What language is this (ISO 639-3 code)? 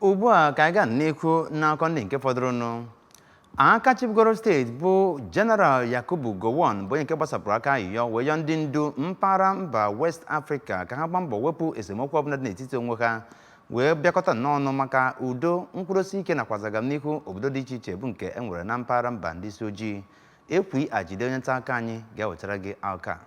ibo